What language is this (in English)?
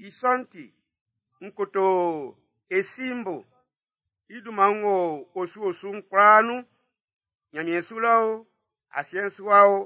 Baoulé